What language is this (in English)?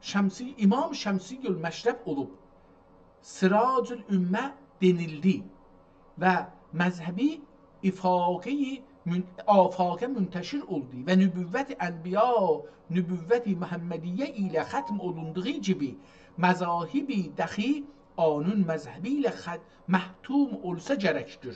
South Azerbaijani